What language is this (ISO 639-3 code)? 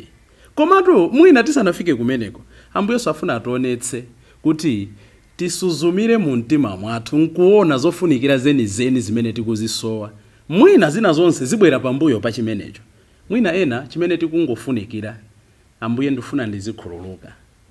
nya